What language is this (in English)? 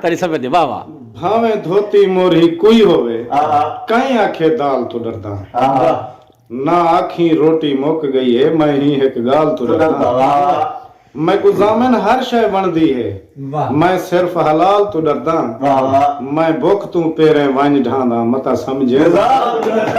Saraiki